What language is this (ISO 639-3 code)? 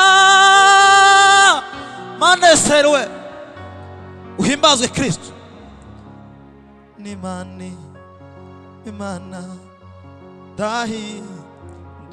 kin